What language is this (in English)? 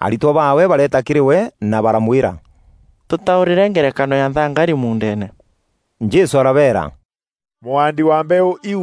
Meru